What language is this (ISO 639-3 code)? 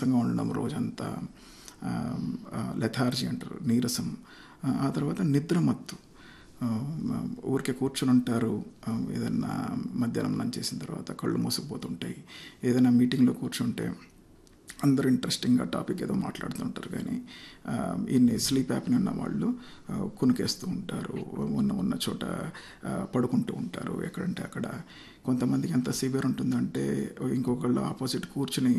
tel